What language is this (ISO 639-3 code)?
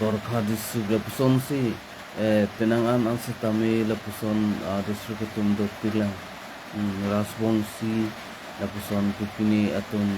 mjw